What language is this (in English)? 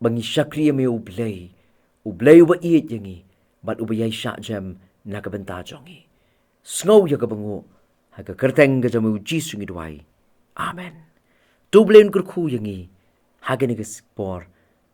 Khasi